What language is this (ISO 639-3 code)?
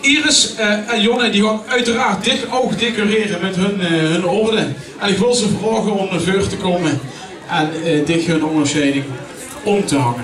lim